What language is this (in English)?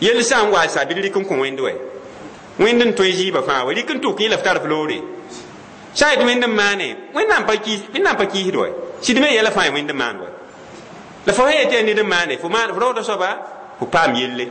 Mossi